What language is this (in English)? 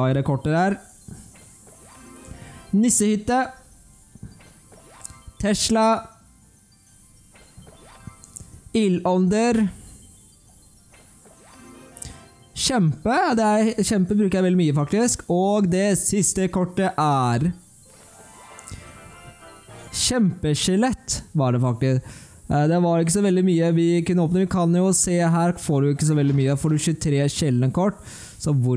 Norwegian